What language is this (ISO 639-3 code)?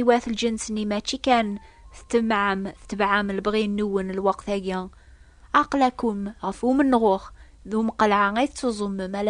kab